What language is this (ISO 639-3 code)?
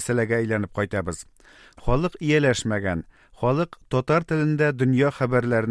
tat